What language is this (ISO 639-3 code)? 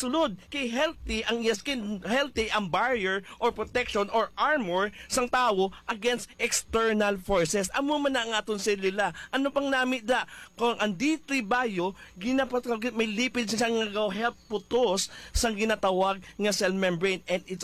hil